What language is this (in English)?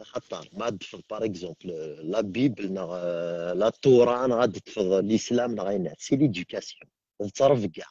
Kabyle